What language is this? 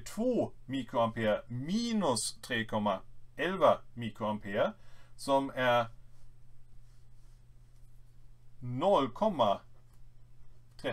Swedish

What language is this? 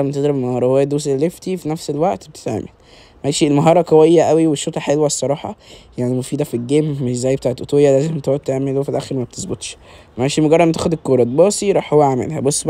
Egyptian Arabic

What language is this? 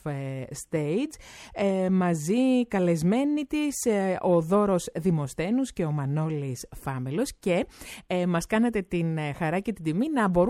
Greek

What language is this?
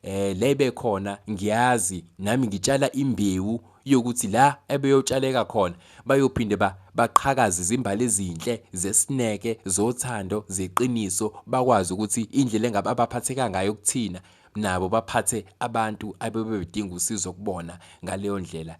Zulu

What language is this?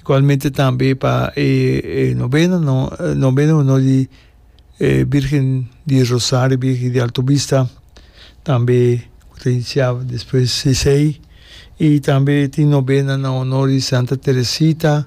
Papiamento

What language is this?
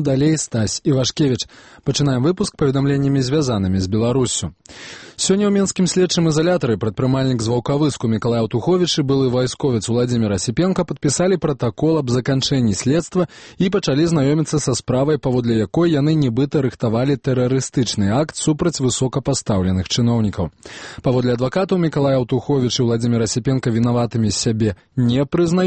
Belarusian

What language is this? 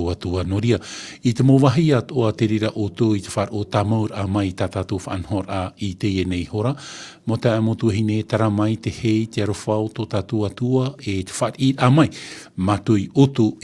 Tahitian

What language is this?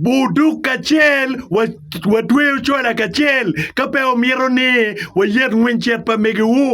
Acoli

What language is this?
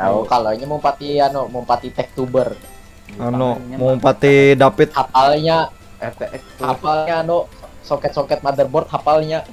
Banjar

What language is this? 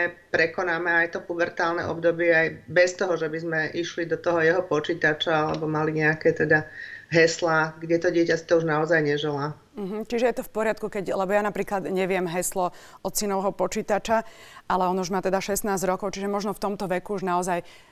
Slovak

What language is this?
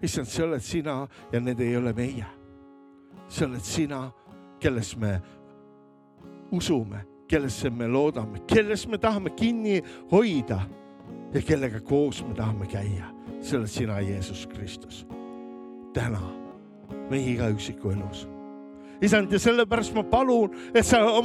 Estonian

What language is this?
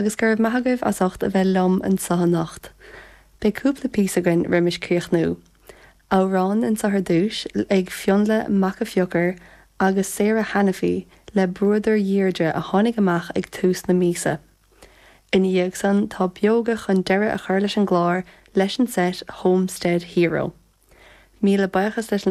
Irish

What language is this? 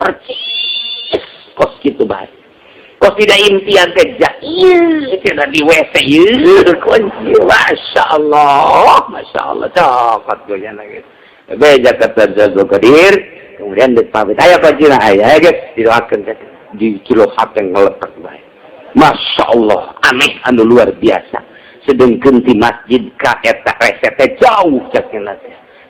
Sundanese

